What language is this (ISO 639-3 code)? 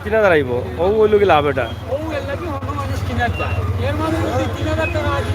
syl